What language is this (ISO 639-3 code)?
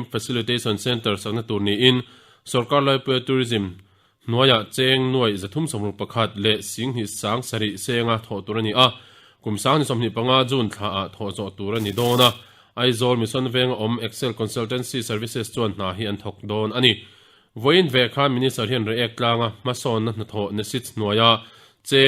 lus